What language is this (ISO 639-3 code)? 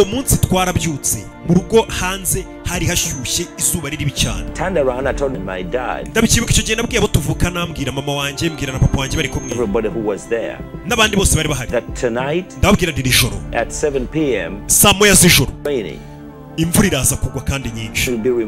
kin